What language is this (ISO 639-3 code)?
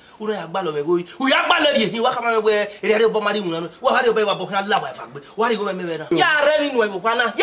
bin